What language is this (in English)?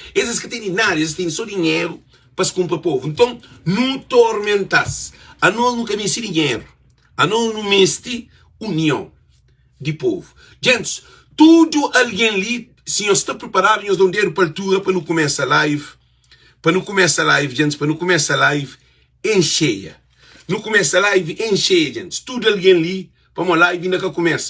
Kabuverdianu